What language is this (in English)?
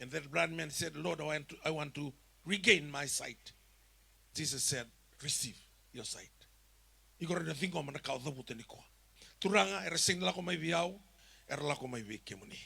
Fijian